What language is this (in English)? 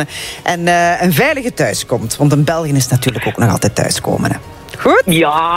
Dutch